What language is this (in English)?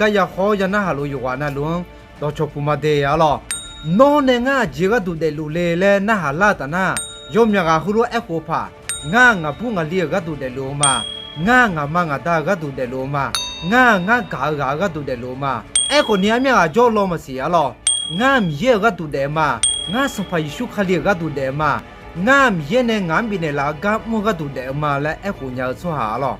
Akha